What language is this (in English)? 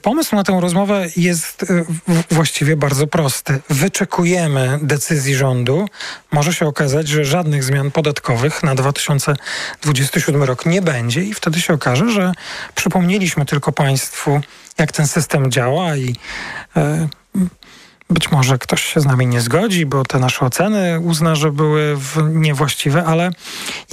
Polish